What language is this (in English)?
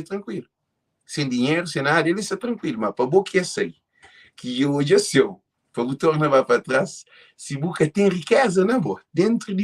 Kabuverdianu